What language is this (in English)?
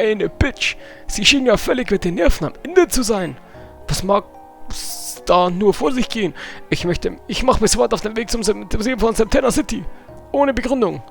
Bavarian